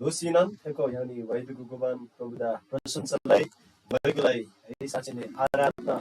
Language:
Eastern Tamang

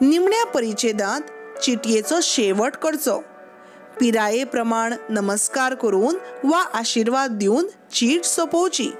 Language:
Konkani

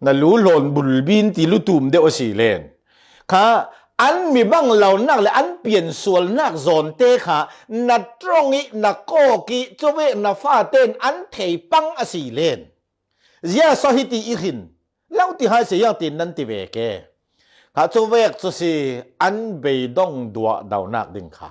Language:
Falam Chin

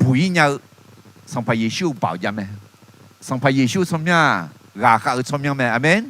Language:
Akha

